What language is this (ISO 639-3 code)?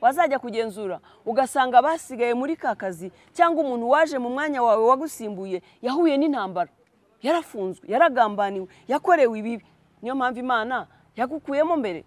kin